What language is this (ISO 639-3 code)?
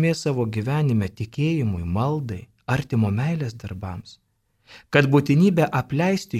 lit